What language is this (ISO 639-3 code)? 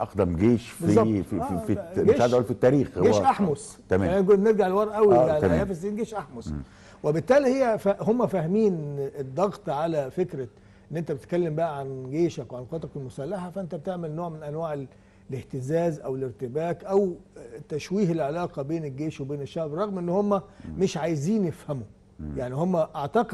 arz